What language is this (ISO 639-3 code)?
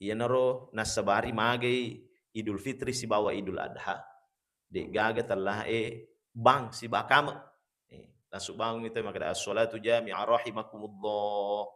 bug